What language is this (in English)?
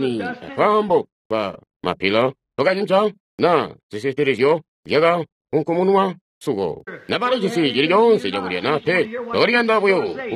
Tonga (Zambia)